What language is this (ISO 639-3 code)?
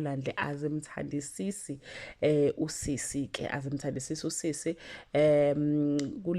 zul